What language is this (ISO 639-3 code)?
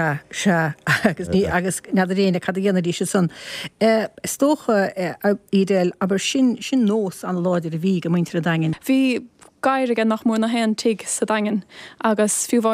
gle